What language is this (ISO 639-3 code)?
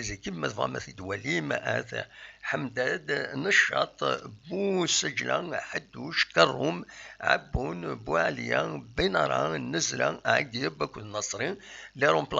kab